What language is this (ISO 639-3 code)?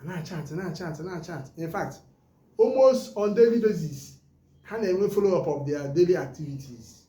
ibo